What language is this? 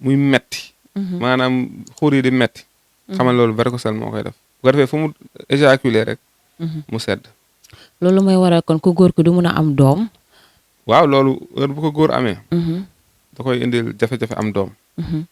Wolof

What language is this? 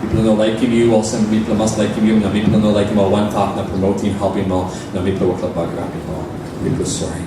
Tok Pisin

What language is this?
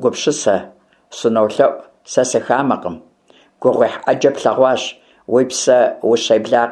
Kabardian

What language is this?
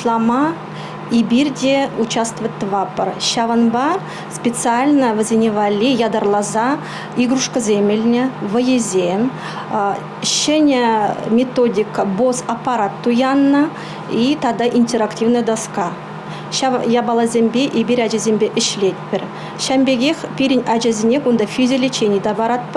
Chuvash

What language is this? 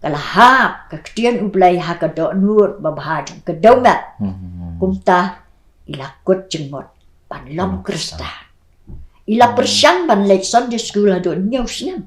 Khasi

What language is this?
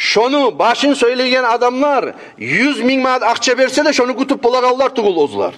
Kumyk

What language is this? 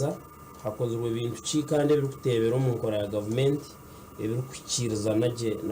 Nyankole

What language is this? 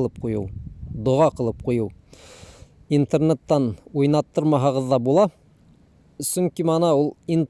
Bashkir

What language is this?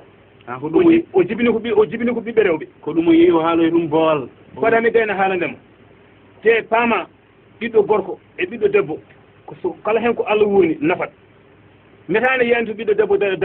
Fula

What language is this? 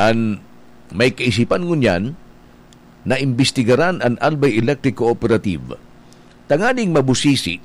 Bikol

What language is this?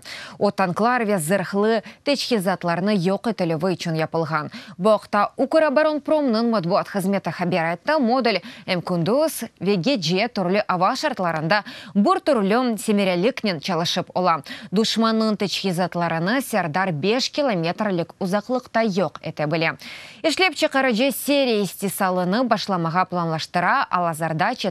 Crimean Tatar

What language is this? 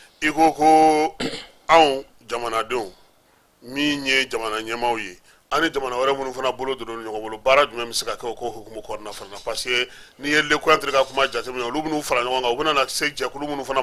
Bambara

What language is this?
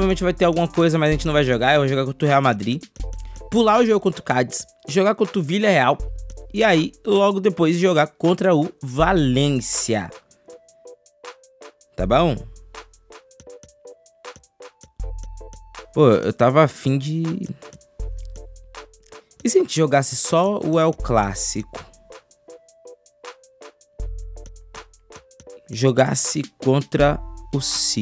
Portuguese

